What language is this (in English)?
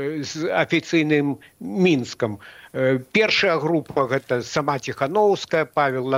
Belarusian